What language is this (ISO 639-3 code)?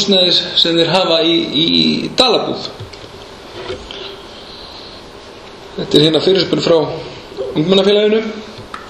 isl